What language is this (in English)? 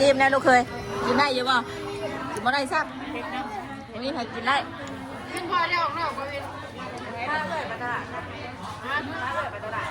Northeastern Thai